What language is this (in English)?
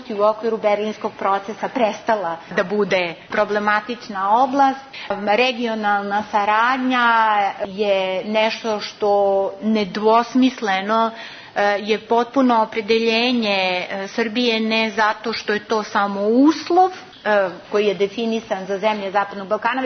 Serbian